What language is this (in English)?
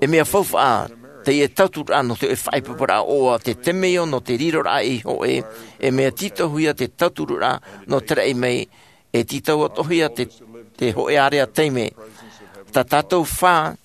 Tahitian